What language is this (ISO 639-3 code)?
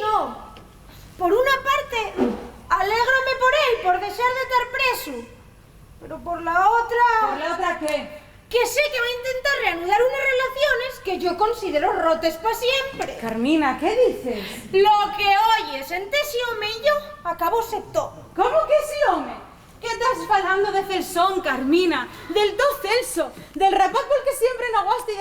ast